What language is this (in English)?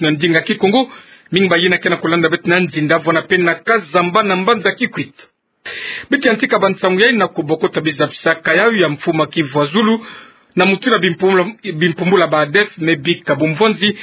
Kituba (Democratic Republic of Congo)